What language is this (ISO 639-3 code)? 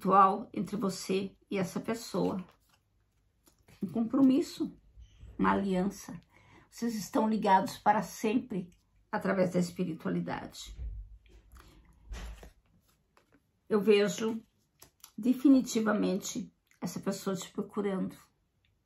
por